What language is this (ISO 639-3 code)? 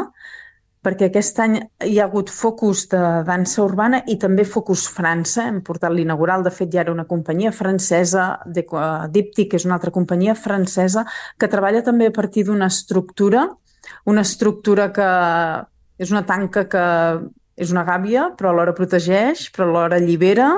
cat